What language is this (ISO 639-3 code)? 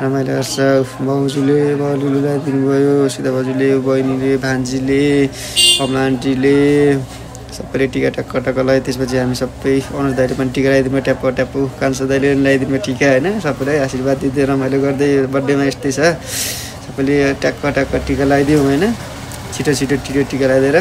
nep